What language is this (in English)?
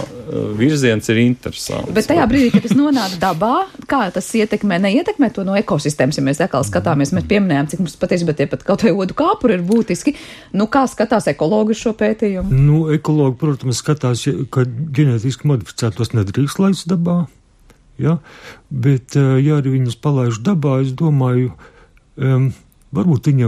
Latvian